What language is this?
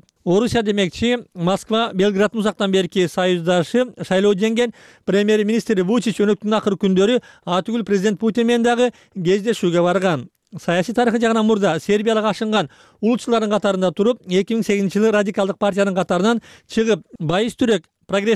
Kyrgyz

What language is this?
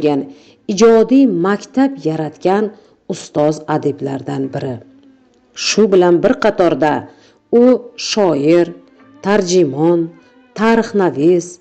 Uzbek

